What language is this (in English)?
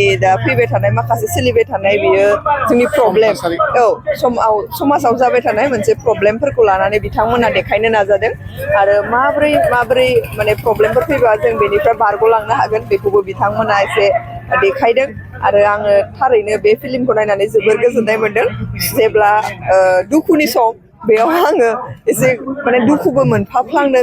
Bodo